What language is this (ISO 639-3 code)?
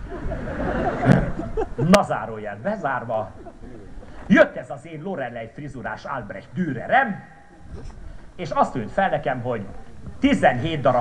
hun